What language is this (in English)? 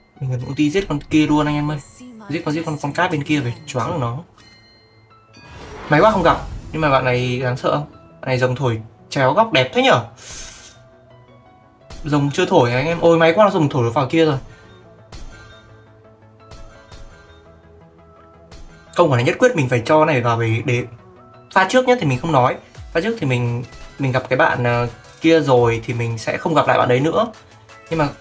Vietnamese